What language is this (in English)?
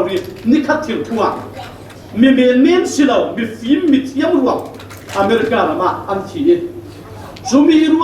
Falam Chin